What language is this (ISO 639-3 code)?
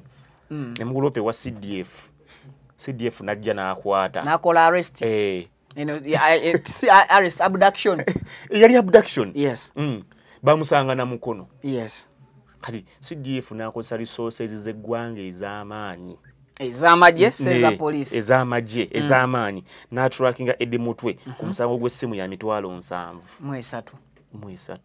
lug